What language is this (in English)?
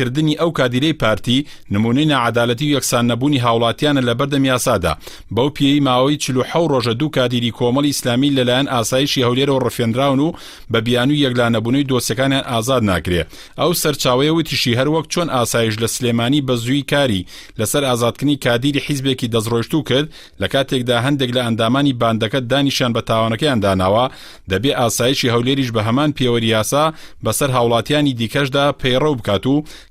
Central Kurdish